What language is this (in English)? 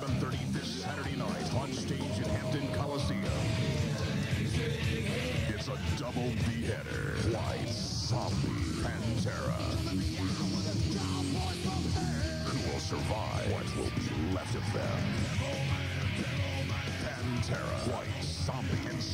English